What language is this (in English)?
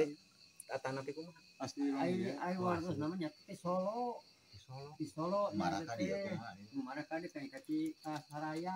Sundanese